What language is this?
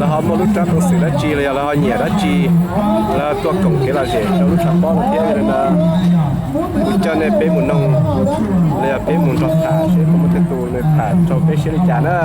Hmong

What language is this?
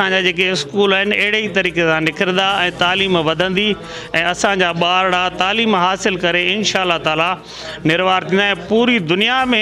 Sindhi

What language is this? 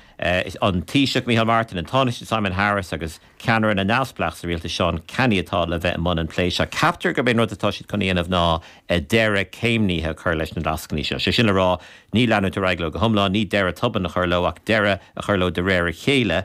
Irish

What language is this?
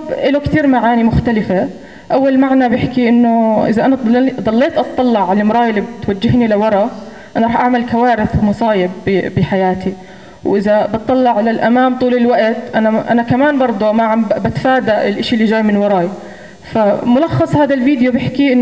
North Levantine Arabic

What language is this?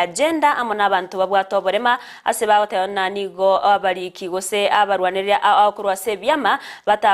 Gusii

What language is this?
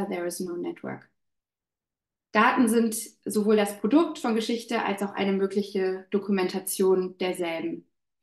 German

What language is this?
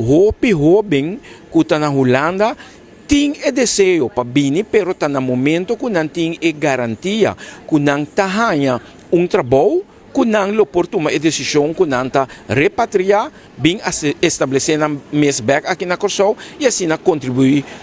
Papiamento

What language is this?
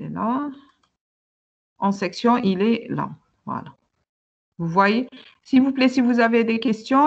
French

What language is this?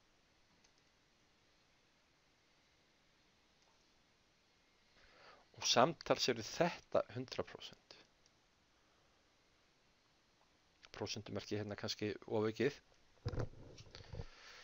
Icelandic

